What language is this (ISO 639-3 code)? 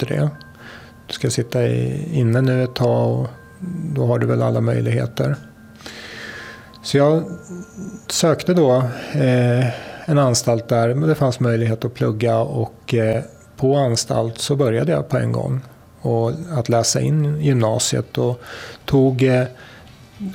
swe